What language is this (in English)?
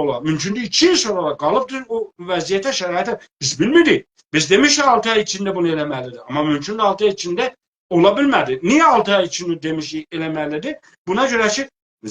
South Azerbaijani